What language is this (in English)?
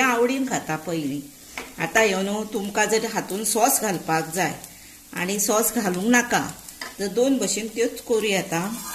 Konkani